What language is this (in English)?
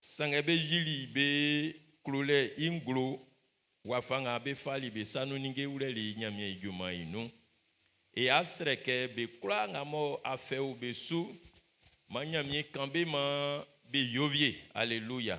Baoulé